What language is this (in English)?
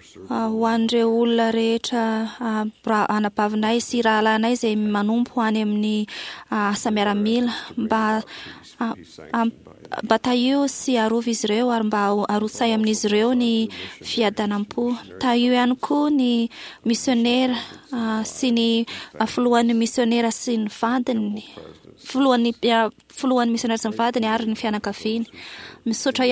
Malagasy